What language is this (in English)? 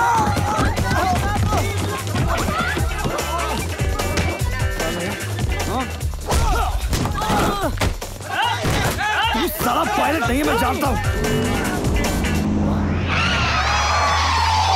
Hindi